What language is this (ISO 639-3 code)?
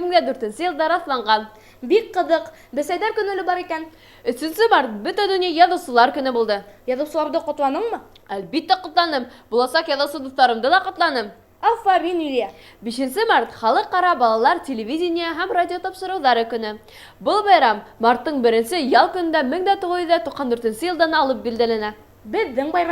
bak